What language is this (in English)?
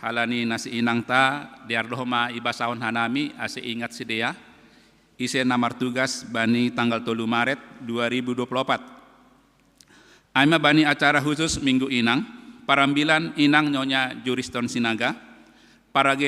Batak Simalungun